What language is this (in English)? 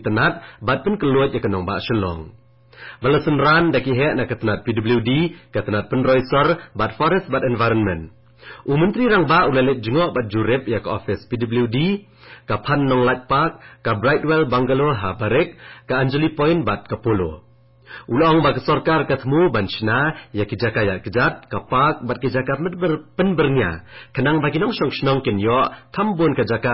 Khasi